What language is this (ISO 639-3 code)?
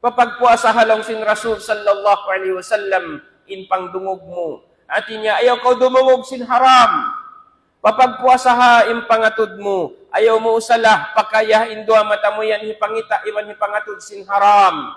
tsg